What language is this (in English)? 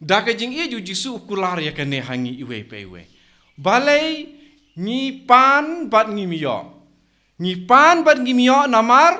Khasi